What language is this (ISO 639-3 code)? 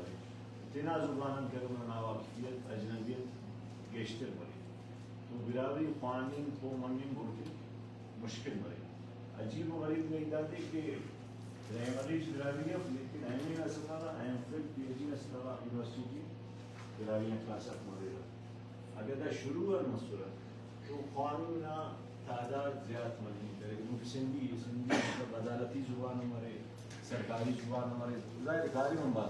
brh